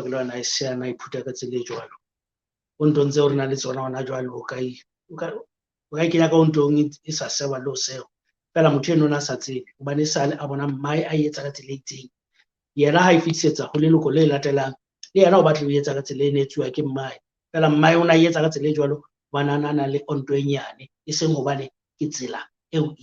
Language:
Southern Sotho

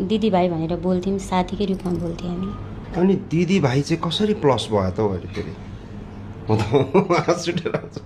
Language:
Nepali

